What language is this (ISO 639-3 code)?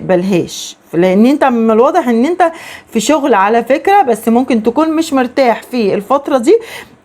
arz